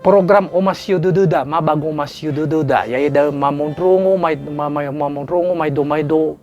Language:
Nias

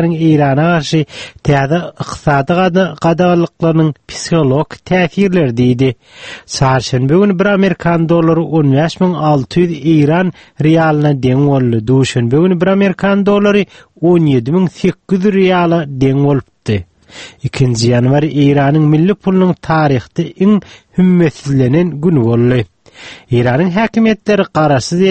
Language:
Turkmen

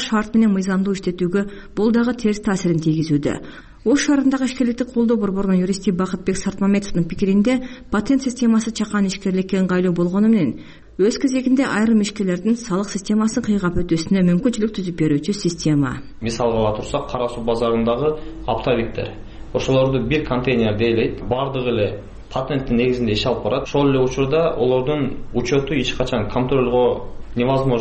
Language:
Kyrgyz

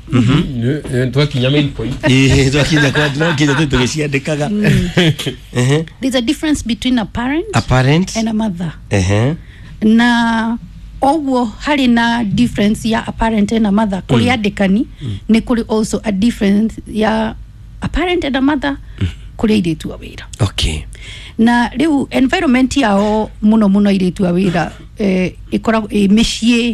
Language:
Kikuyu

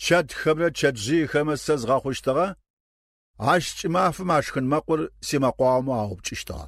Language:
Kabardian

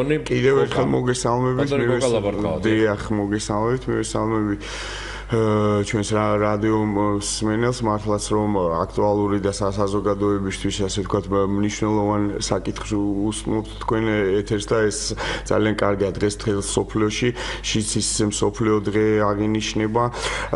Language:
Georgian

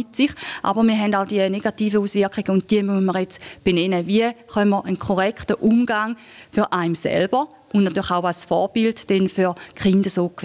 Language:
German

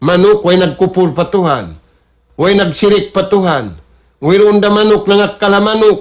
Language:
Tausug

